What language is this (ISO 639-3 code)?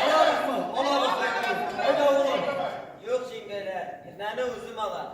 bak